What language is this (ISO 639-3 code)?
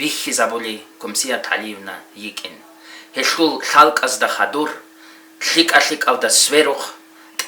ava